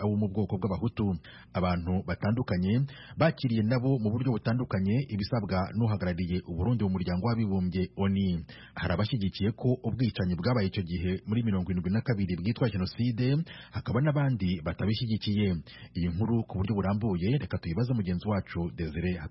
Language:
Kinyarwanda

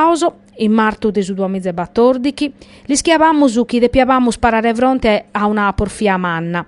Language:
Sardinian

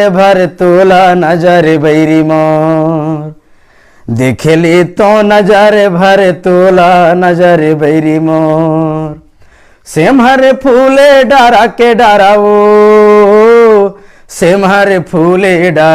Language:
Chhattisgarhi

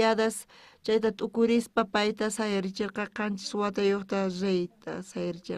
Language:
South Bolivian Quechua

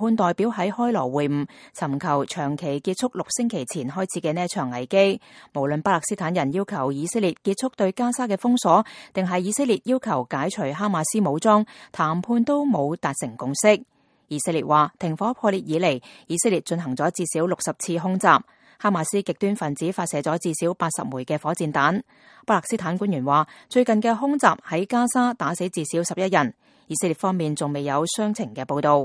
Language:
Cantonese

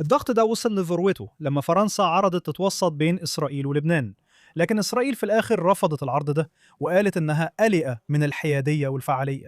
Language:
Egyptian Arabic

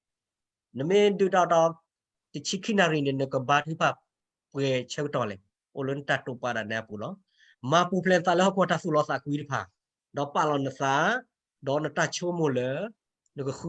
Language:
S'gaw Karen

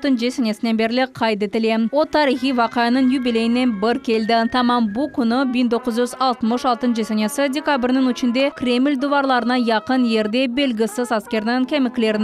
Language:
Crimean Tatar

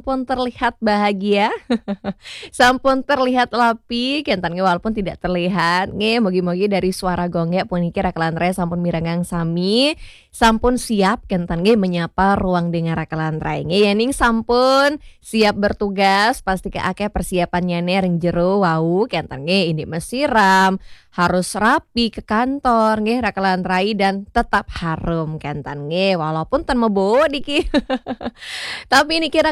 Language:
Balinese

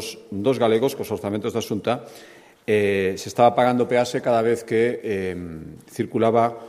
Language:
Galician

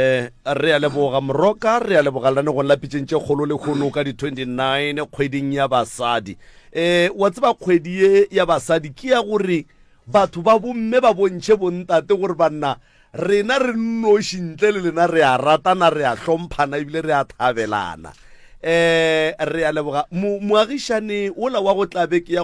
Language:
Northern Sotho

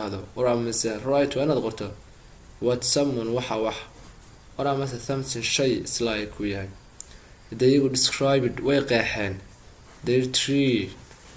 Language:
Somali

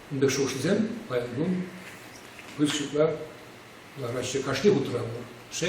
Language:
Chuvash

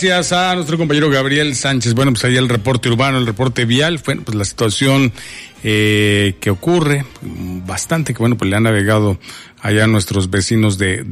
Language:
Spanish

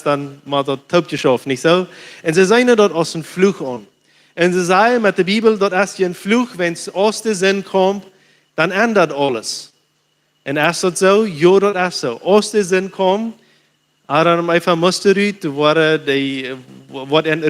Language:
Plautdietsch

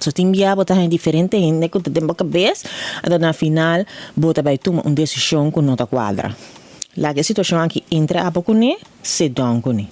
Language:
Papiamento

